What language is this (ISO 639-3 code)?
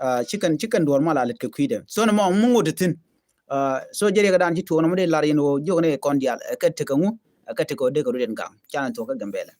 nus